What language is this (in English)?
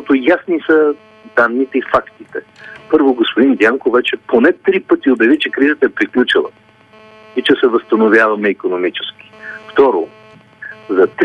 Bulgarian